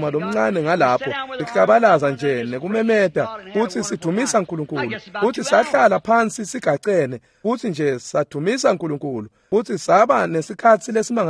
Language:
Swati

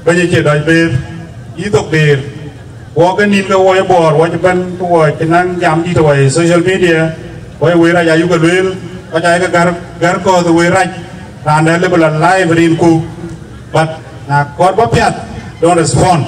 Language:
Dinka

